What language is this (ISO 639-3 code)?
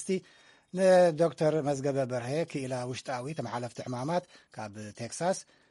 tir